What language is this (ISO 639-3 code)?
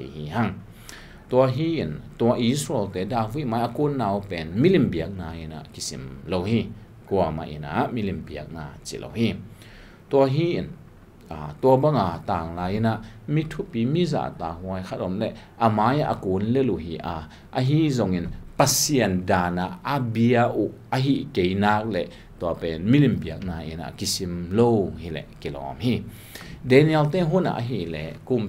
ctd